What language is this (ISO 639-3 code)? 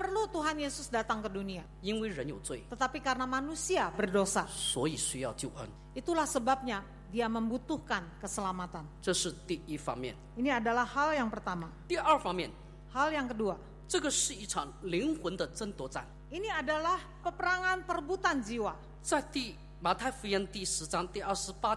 ind